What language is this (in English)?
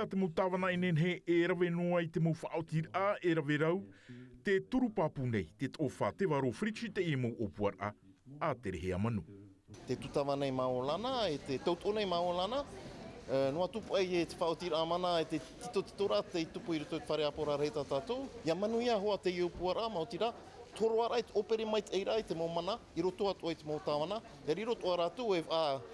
Tahitian